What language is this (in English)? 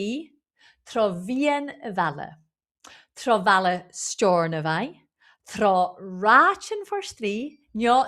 Scottish Gaelic